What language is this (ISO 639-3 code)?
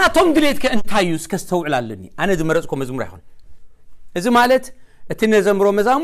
tir